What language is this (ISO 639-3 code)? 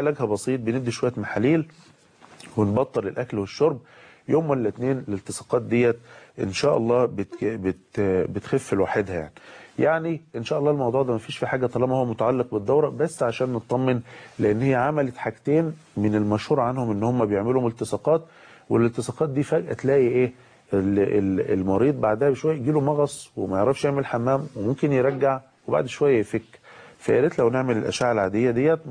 arz